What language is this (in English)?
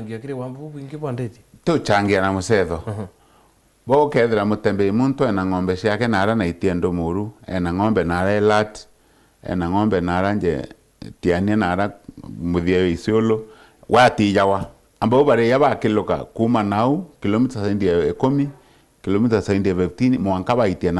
Meru